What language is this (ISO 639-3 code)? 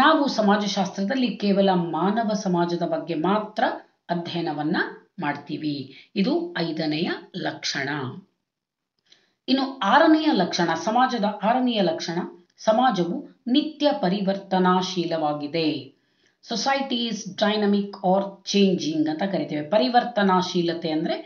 kan